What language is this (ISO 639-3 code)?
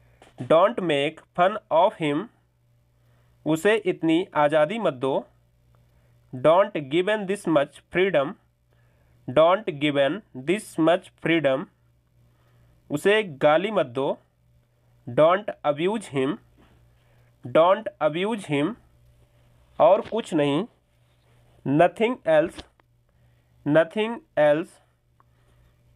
hin